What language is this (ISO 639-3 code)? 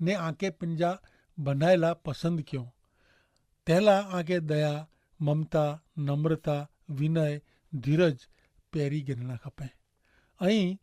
kfr